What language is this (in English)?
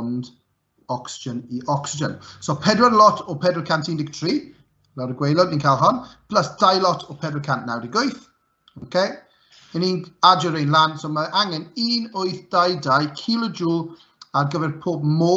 Welsh